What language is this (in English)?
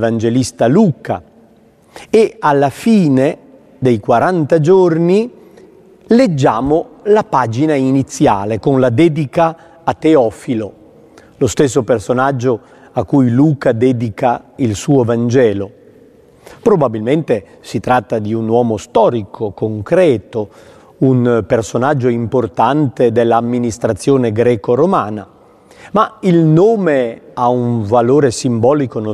Italian